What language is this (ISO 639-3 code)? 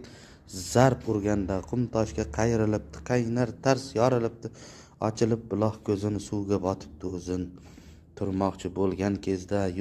uzb